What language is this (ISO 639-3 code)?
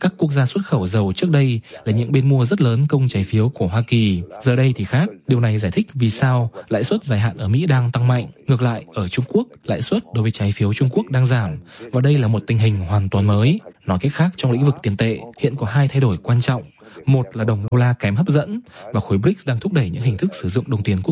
vie